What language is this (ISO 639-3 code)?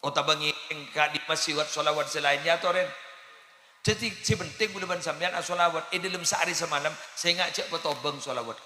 mad